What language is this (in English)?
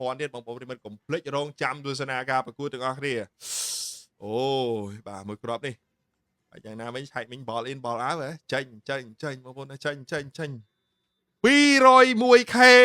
Khmer